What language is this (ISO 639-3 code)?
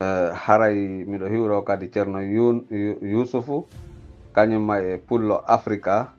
fuf